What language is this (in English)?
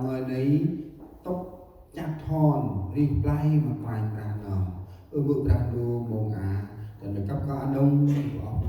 Central Mnong